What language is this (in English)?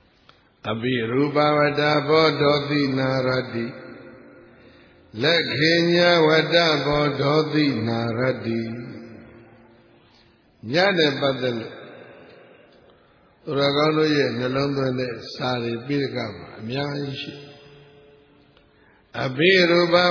Burmese